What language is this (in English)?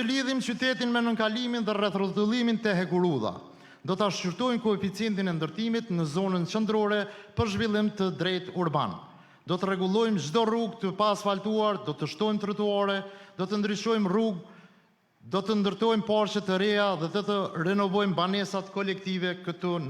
Albanian